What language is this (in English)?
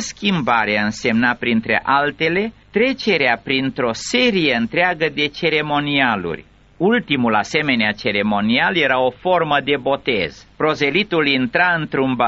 Romanian